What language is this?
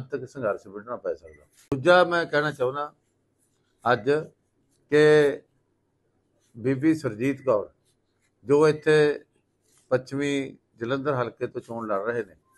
Punjabi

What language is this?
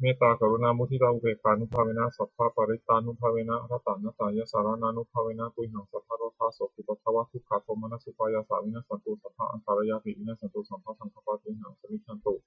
Pali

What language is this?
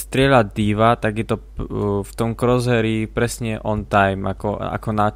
Slovak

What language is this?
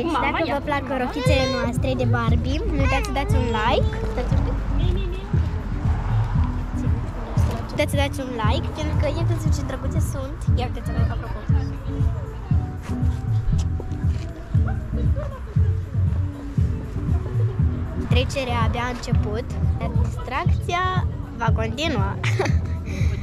Romanian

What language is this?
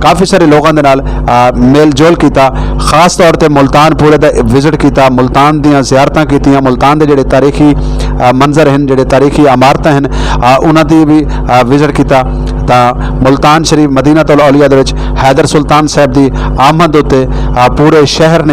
Saraiki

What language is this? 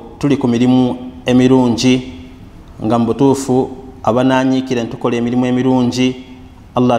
Ganda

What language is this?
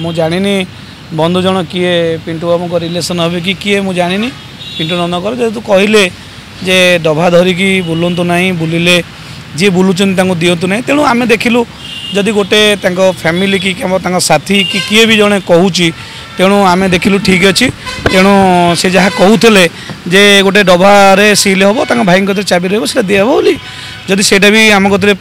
Odia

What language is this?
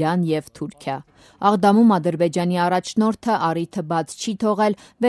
Armenian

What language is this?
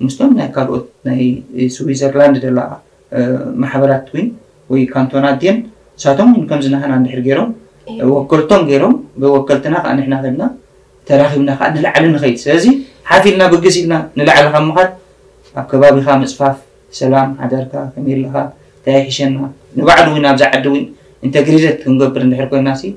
Tigrinya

